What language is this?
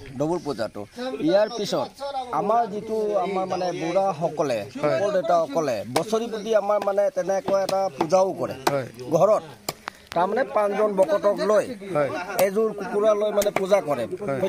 Assamese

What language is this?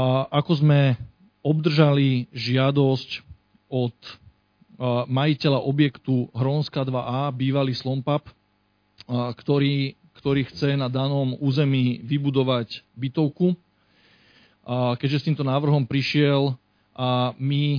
Slovak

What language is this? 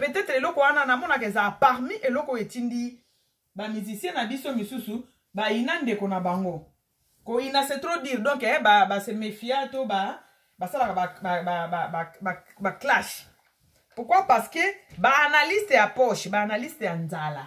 Lingala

